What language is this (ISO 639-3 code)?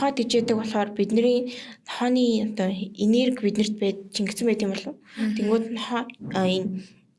mon